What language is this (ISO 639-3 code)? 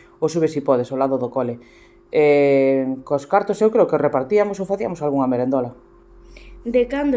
glg